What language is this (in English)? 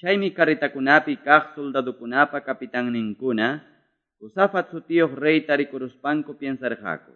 Quechua